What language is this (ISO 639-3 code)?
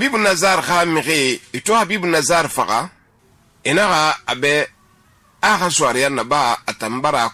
sus